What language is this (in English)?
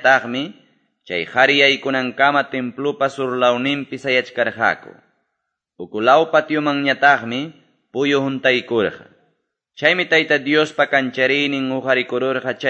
Quechua